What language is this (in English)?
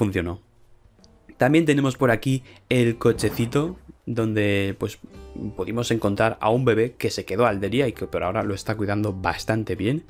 Spanish